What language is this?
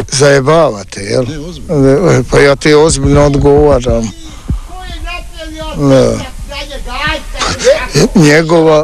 Croatian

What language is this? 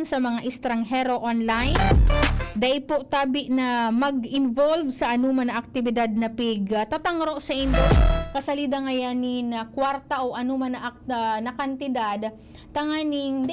Bikol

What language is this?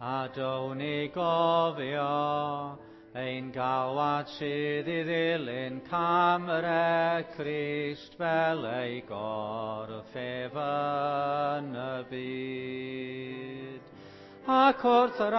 Welsh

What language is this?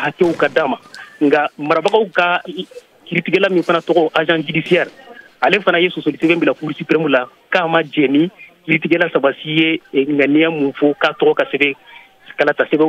Bambara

